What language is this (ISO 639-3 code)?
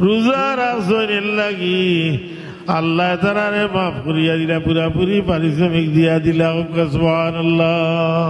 syl